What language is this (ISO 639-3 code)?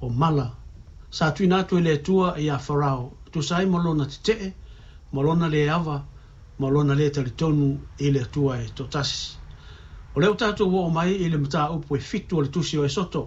smo